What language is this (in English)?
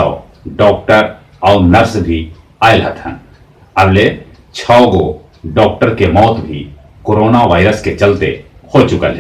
Magahi